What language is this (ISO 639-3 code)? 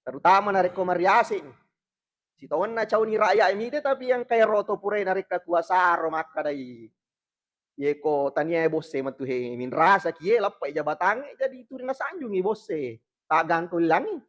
bug